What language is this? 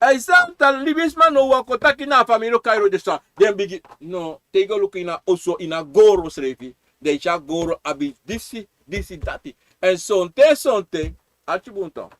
Sranan Tongo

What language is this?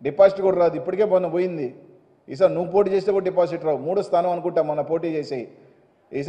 Telugu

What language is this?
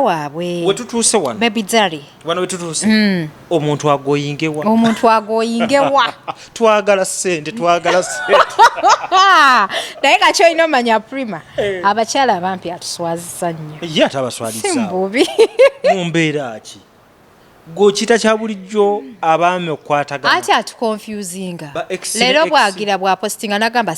Ganda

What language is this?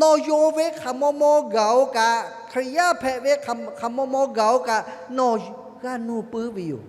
Lahu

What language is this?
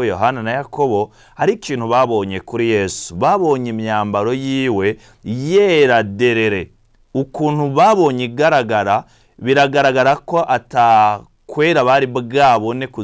Rundi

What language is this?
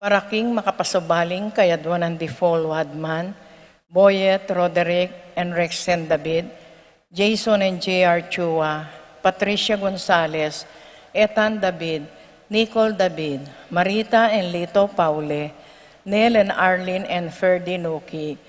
Pampanga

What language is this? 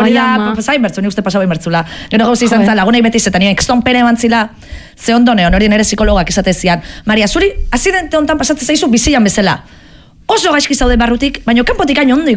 Basque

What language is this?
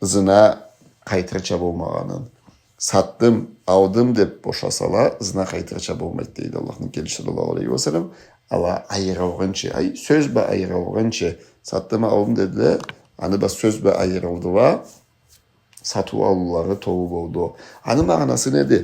Karachay-Balkar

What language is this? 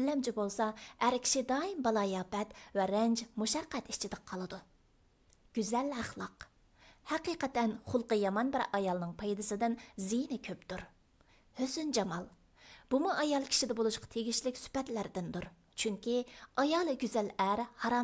Uyghur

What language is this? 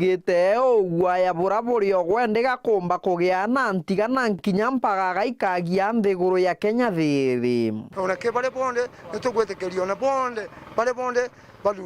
Meru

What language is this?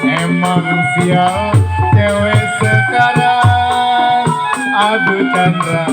Betawi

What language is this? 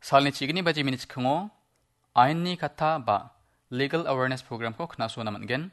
Garo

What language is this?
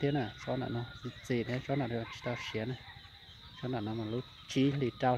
Hmong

